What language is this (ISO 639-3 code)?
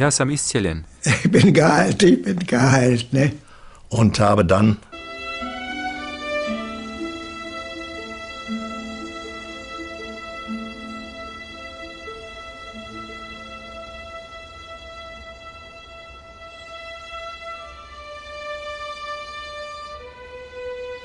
hrv